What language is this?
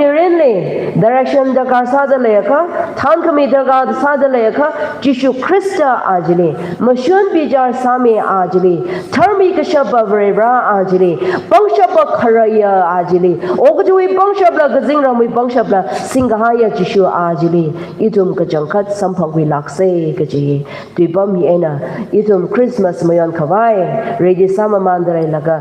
Tangkhul Naga (India)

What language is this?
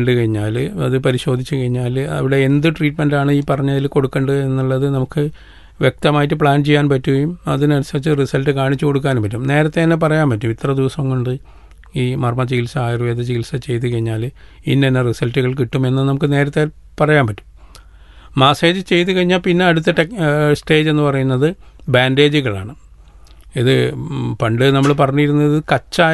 Malayalam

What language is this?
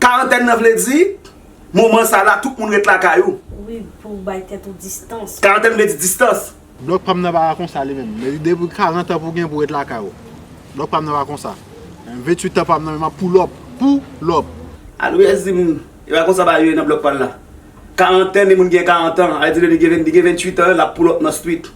Haitian Creole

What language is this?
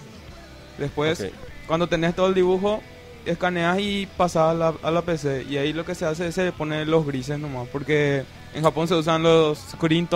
Spanish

